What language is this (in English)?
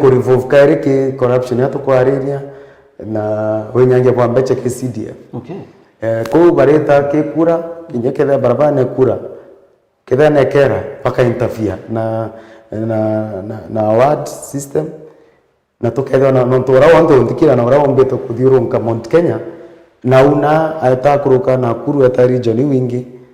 Meru